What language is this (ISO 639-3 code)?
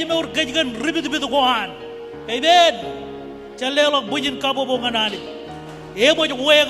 mah